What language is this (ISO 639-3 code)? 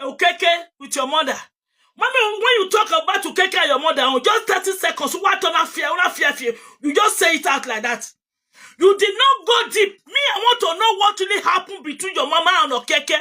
pcm